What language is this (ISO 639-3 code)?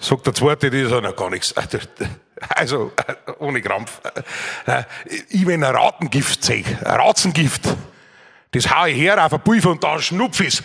bar